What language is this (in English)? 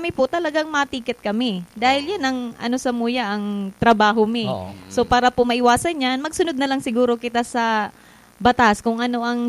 Bikol